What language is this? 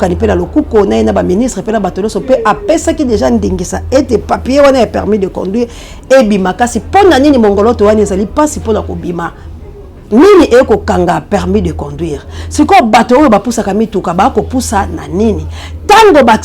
Lingala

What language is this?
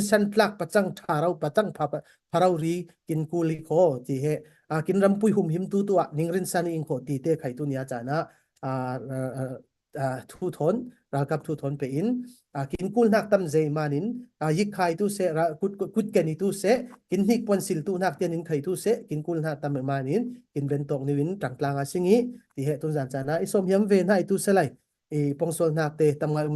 Falam Chin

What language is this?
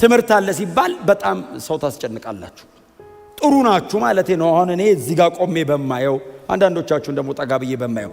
Amharic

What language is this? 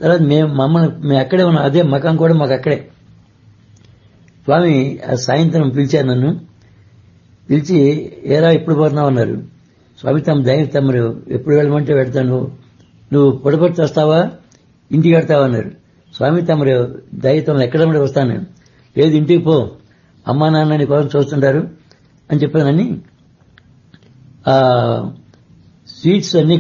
Telugu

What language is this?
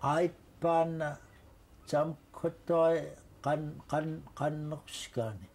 Central Yupik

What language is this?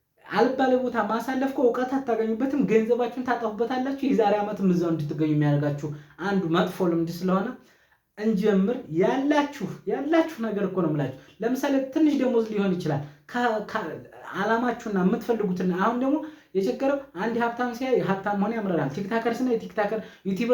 Amharic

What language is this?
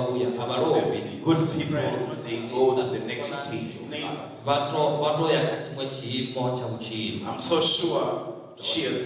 Venda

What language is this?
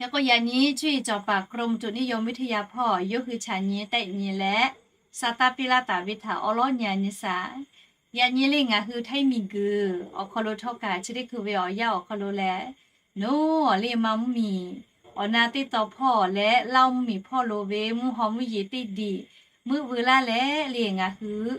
Lahu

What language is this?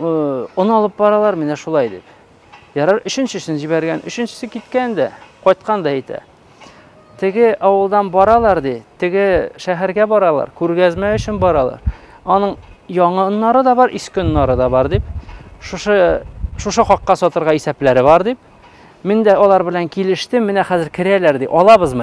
Tatar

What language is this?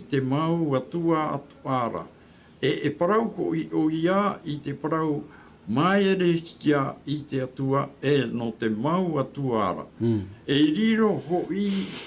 Tahitian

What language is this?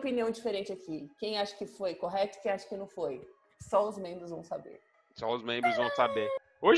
Portuguese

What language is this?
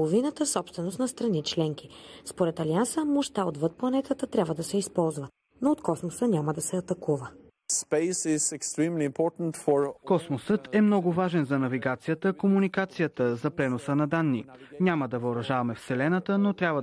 Bulgarian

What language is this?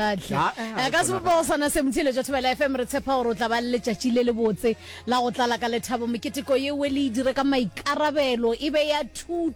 Northern Sotho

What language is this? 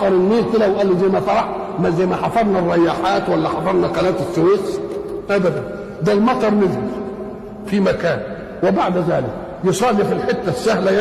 Egyptian Arabic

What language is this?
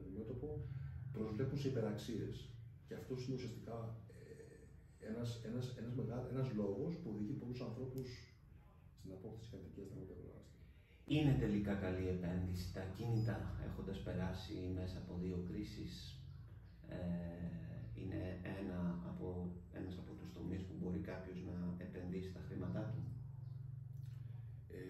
Greek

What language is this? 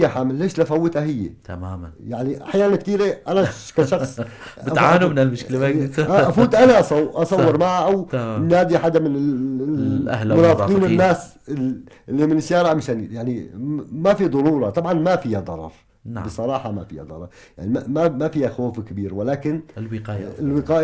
North Levantine Arabic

